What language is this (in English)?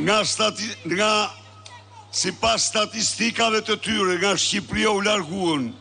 Albanian